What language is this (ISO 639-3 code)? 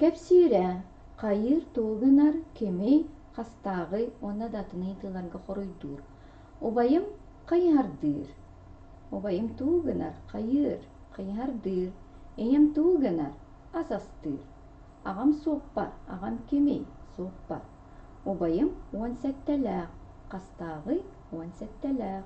sah